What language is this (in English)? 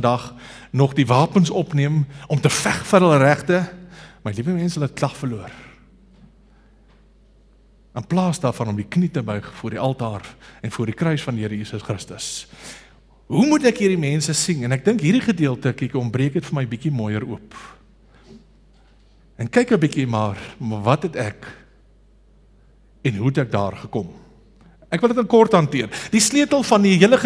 Afrikaans